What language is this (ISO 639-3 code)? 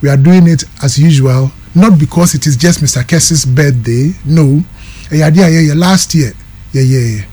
aka